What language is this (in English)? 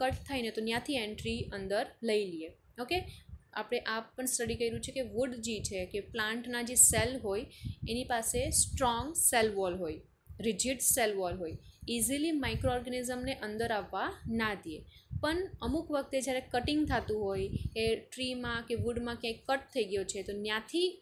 Gujarati